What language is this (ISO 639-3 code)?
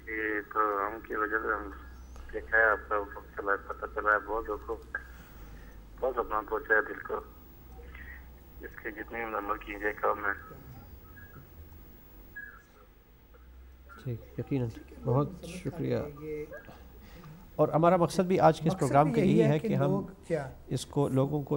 urd